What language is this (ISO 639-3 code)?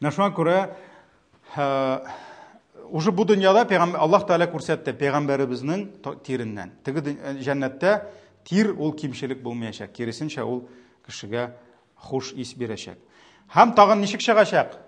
tat